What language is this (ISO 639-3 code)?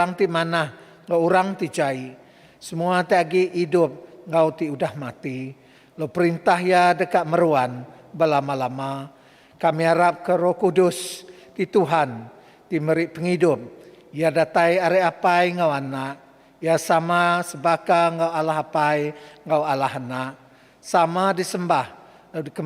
iba